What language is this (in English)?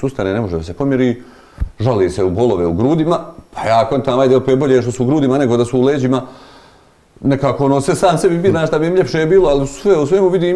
Bosnian